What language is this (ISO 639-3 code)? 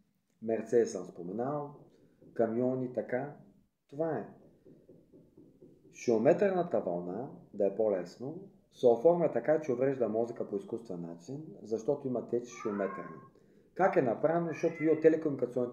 bul